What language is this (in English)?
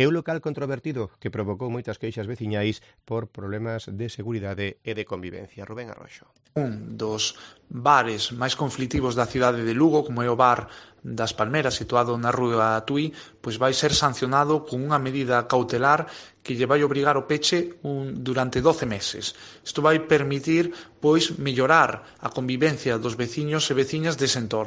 Galician